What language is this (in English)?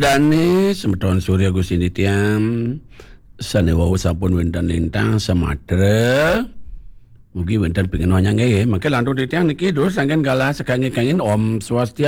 Balinese